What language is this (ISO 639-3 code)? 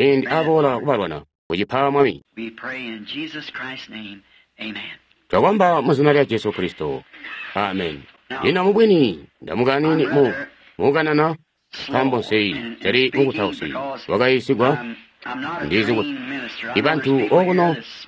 toi